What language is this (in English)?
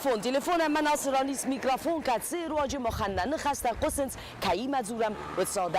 Ossetic